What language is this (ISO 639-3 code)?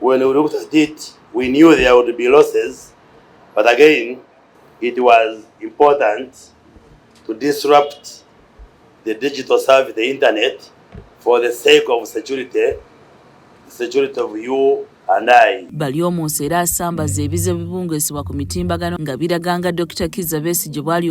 lug